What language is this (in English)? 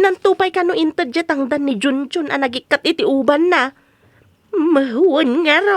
Iloko